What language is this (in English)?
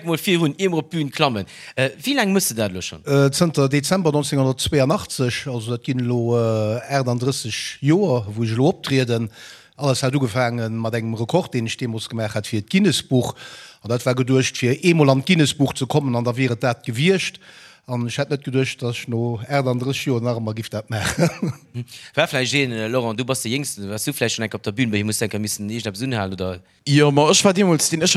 Luxembourgish